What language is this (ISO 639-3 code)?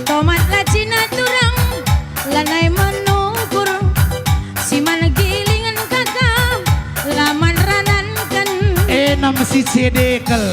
btx